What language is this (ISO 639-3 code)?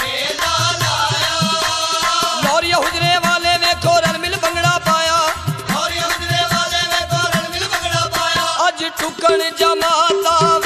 pan